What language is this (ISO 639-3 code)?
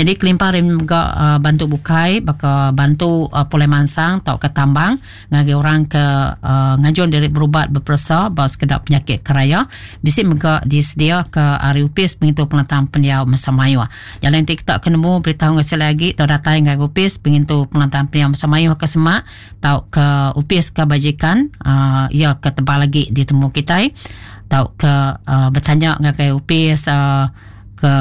iba